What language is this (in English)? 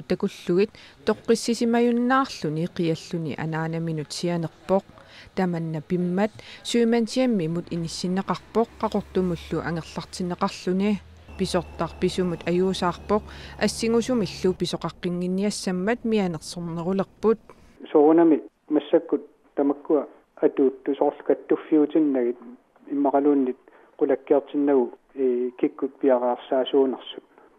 Kalaallisut